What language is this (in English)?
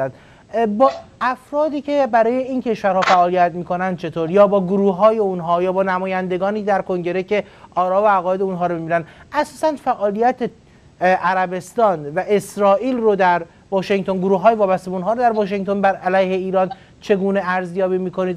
Persian